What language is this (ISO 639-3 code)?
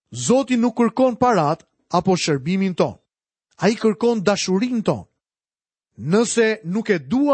sqi